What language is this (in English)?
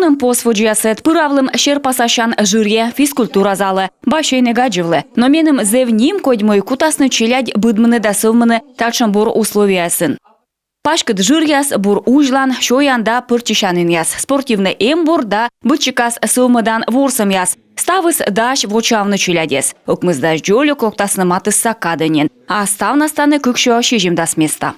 Komi